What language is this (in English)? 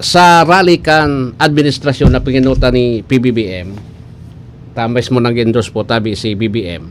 Bikol